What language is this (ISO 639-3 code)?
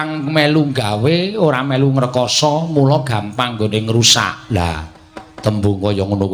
jav